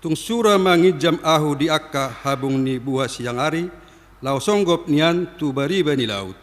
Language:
Batak Toba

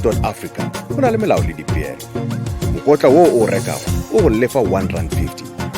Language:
Northern Sotho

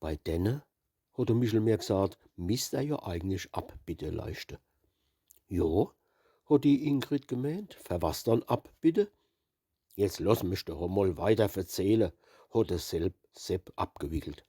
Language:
Palatine German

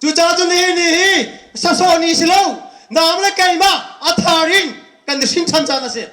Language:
Hakha Chin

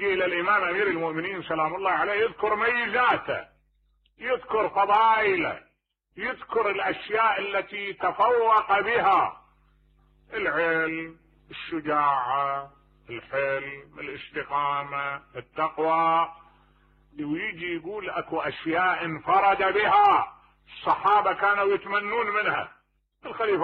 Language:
Mesopotamian Arabic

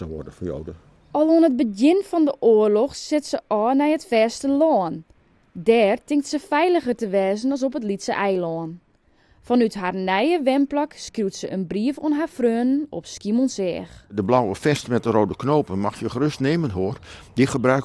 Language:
Western Frisian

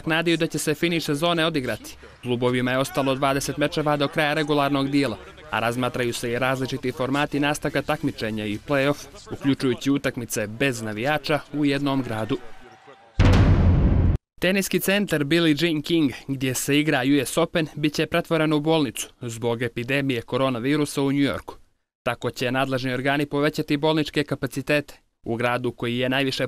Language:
Bosnian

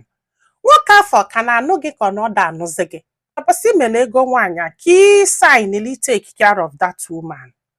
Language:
Igbo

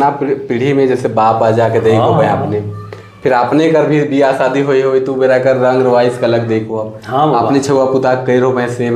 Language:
Sadri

